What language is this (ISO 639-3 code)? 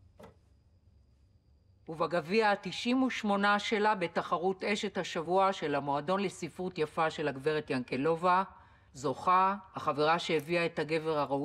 heb